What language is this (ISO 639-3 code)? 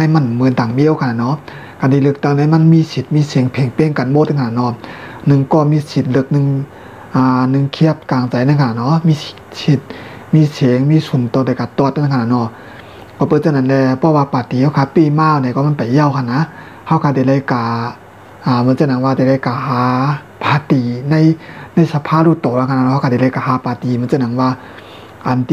shn